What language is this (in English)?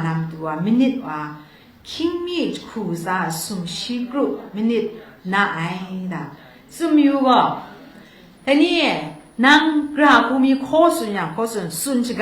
Kachin